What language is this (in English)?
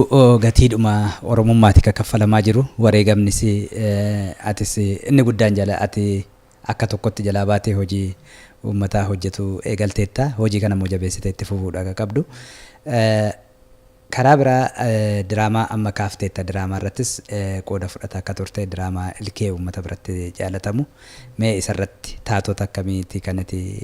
Oromo